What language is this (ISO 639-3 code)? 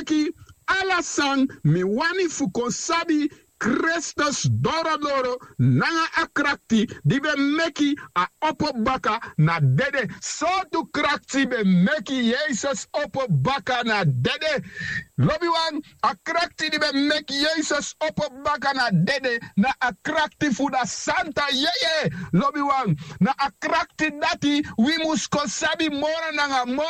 srn